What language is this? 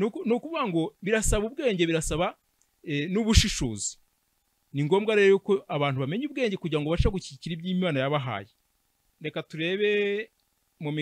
Kinyarwanda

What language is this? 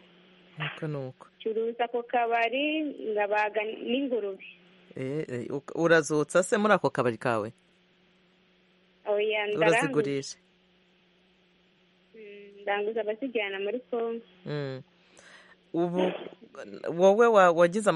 Kinyarwanda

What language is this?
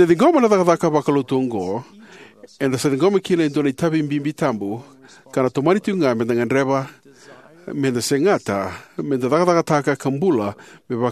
Fijian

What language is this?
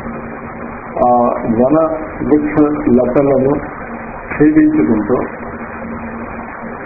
Telugu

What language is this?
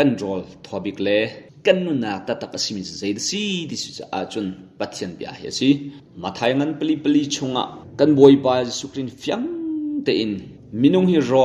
Hakha Chin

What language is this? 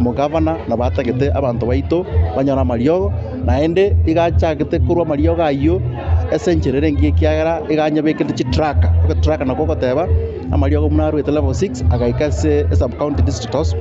Gusii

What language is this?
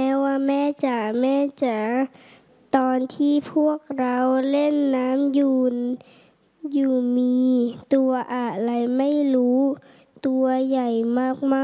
Thai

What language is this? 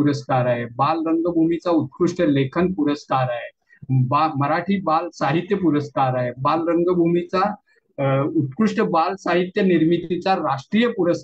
Marathi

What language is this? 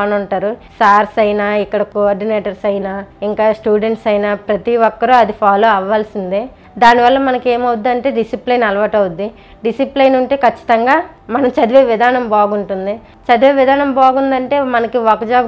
Telugu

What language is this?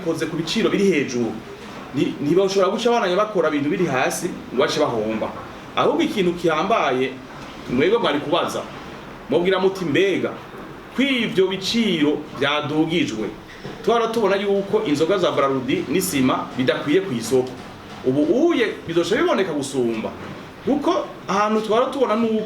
Rundi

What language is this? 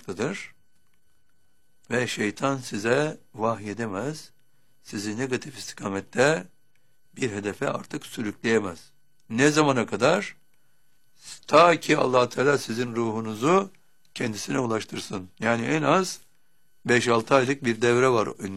Turkish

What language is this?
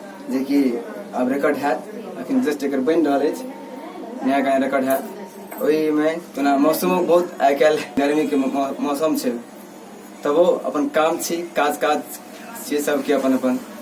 Maithili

